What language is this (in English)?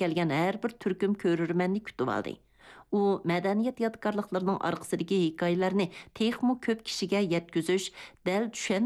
Uyghur